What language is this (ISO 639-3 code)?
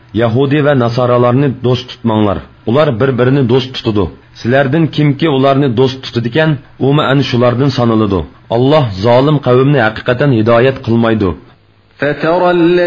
uig